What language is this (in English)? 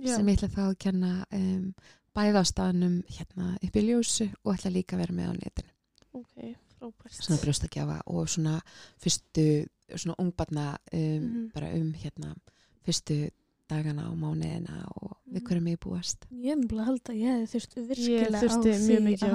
Icelandic